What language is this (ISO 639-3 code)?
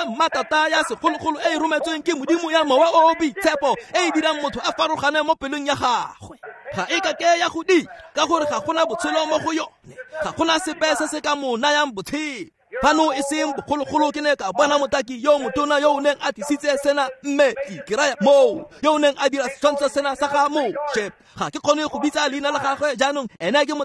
tsn